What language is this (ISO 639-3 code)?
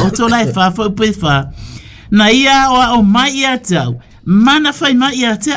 smo